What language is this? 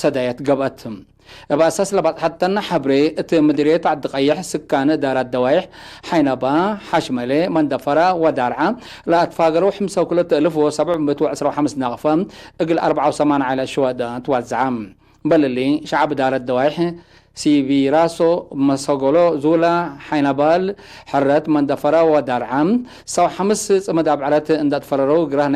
Tigre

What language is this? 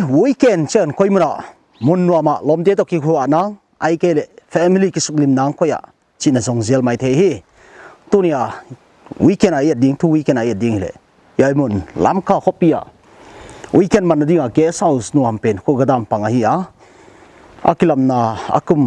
Paite Chin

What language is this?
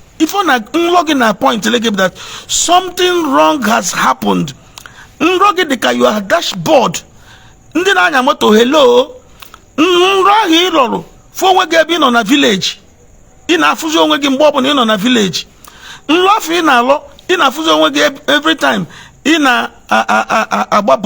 Igbo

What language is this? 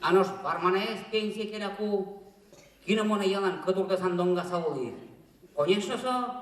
Udmurt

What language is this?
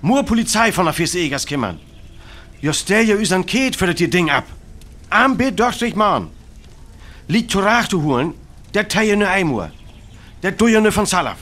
Northern Frisian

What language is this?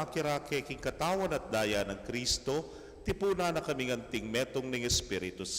Pampanga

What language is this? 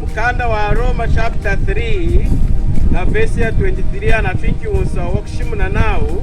Lunda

